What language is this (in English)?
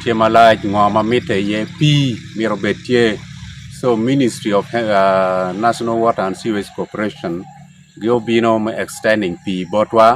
Acoli